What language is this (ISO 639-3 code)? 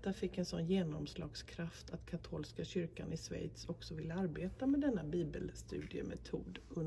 swe